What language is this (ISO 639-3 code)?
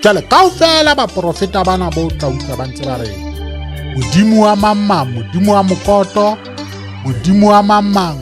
sot